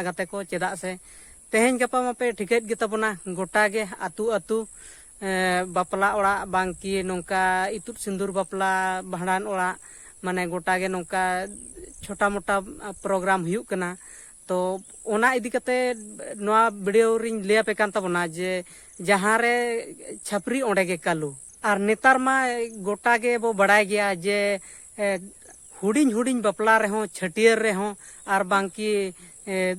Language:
Santali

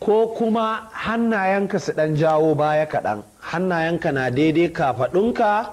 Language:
Hausa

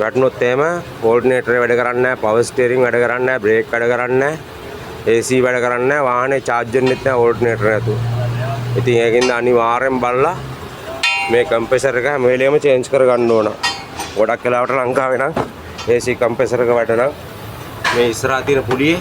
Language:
Sinhala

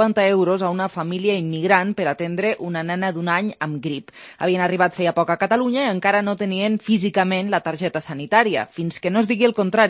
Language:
Catalan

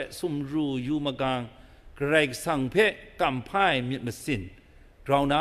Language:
Kachin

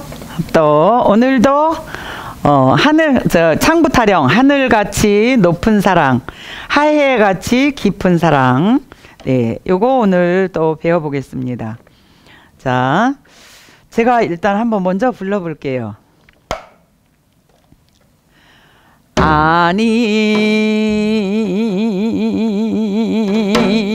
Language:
Korean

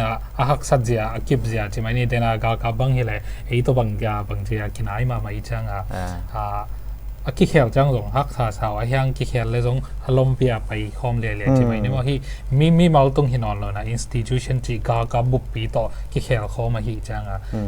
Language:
Tedim Chin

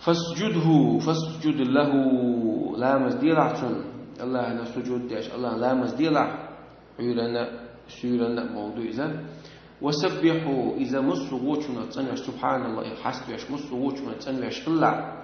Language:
Chechen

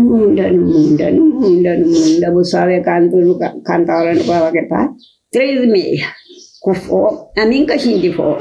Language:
Kabuverdianu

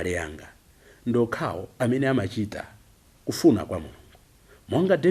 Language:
Nyanja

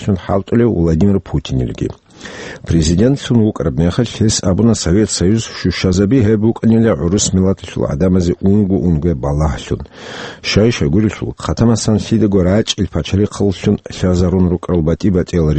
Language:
Avaric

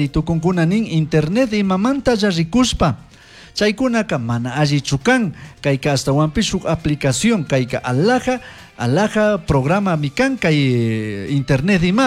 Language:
Chimborazo Highland Quichua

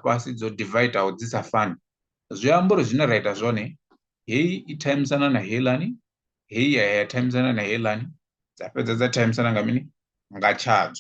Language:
Venda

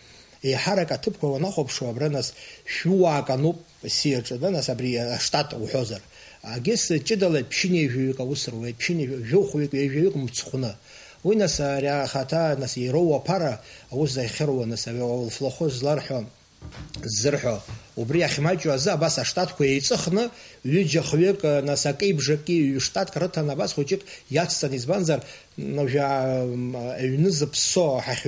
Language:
Abkhazian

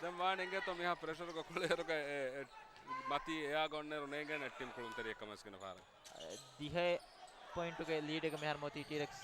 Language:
Divehi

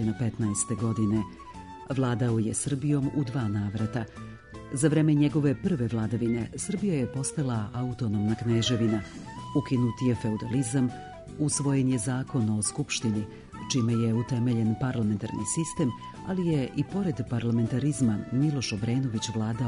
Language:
Serbian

